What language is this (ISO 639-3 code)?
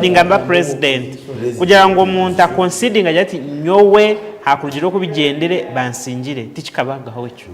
nyn